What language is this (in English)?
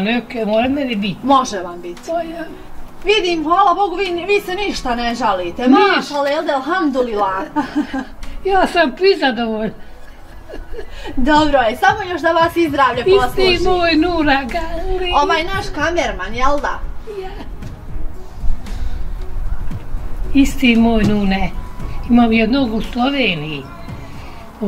Bosnian